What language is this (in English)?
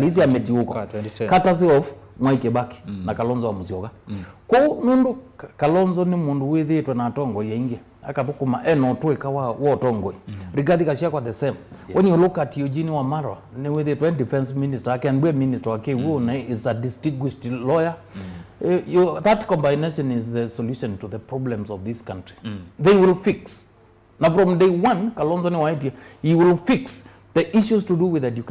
Kamba